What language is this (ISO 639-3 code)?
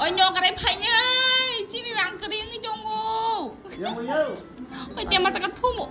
trp